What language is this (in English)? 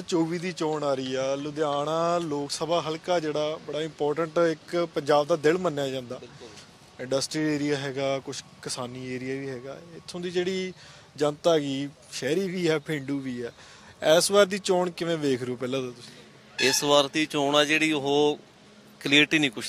Punjabi